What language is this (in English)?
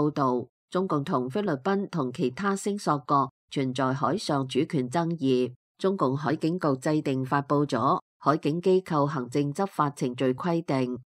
Cantonese